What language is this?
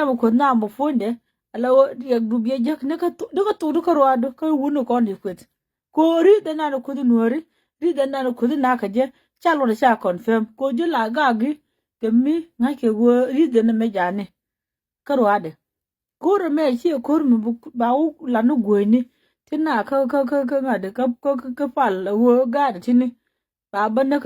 Nuer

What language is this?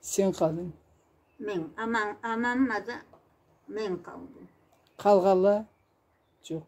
Karachay-Balkar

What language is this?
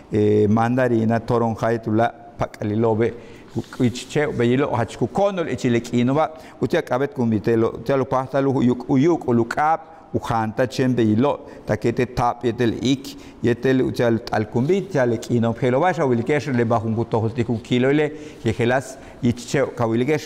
Yucateco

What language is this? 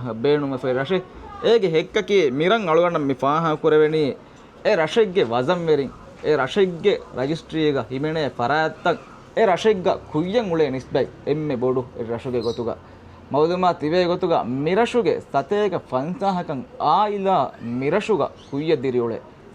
Divehi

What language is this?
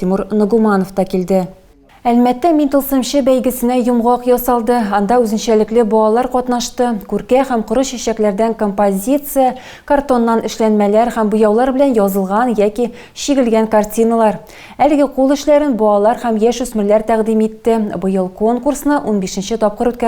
Tatar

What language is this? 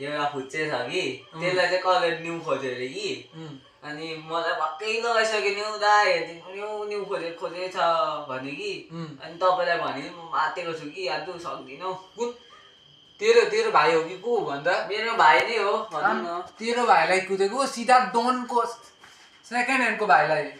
Nepali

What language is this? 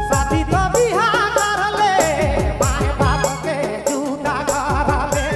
Sadri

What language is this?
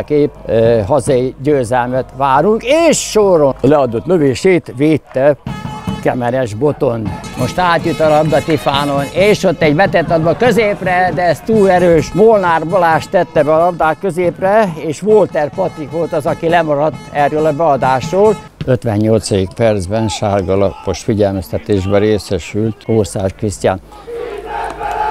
Hungarian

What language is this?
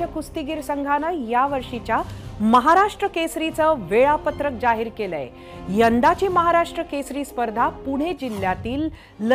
Marathi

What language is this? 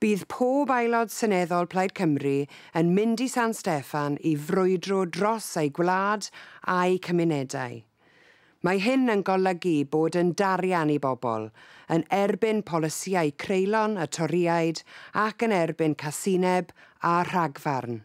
Welsh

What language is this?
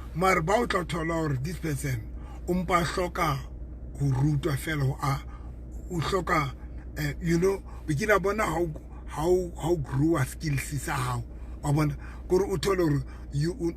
Southern Sotho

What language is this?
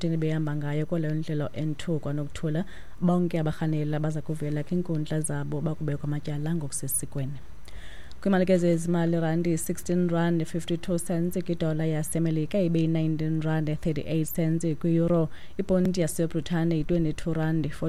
Xhosa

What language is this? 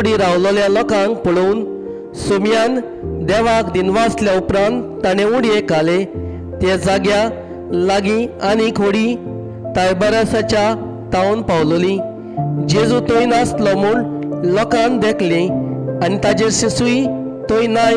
Konkani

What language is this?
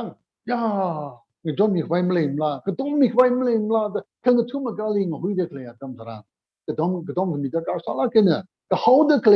Tangkhul Naga (India)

